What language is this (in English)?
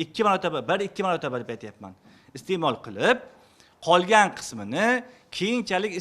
Uzbek